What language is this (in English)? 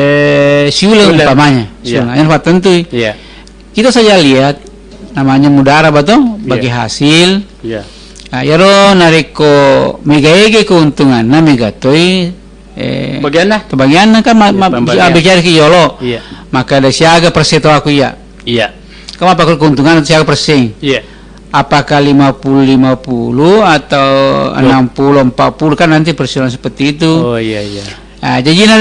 Buginese